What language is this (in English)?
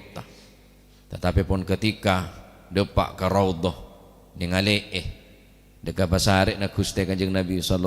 Madurese